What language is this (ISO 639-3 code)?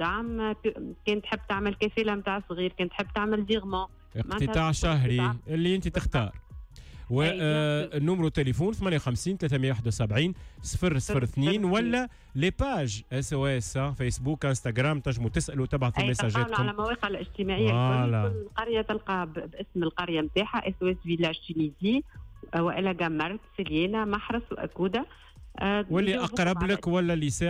aeb